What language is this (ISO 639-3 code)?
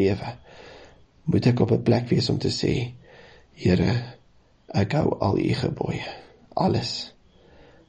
afr